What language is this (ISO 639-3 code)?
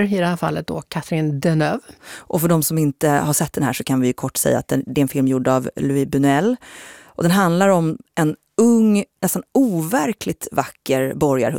swe